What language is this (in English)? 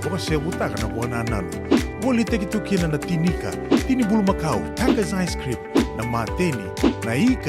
Fijian